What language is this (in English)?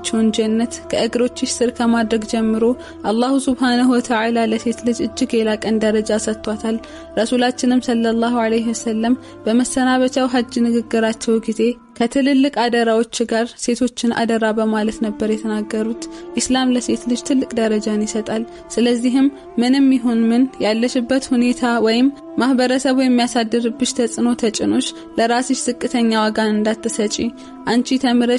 Amharic